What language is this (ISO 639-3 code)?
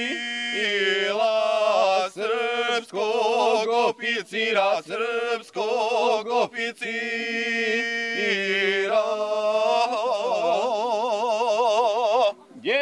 bos